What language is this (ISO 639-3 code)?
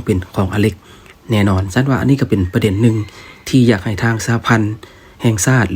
lao